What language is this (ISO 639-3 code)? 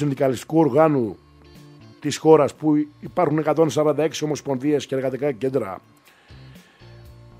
ell